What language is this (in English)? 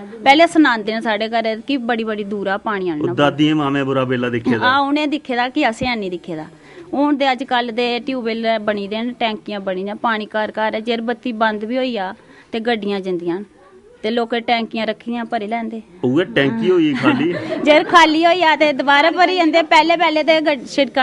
Dogri